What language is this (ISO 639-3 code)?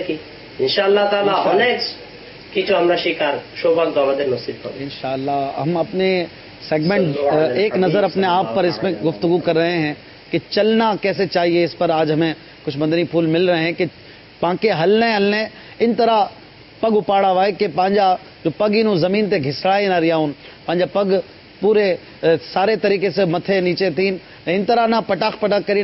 urd